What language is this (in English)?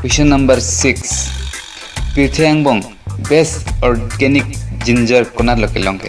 Karbi